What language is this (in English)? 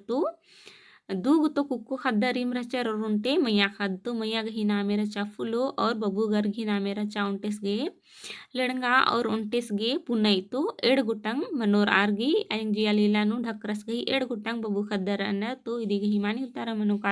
Kurukh